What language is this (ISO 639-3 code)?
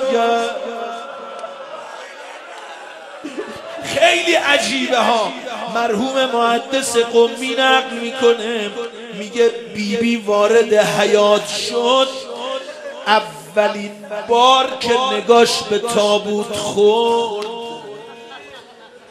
fas